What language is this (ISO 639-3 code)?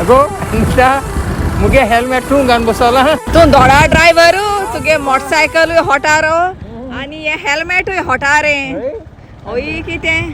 kok